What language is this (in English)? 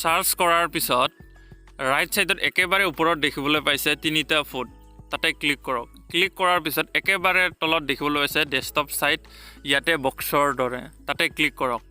Assamese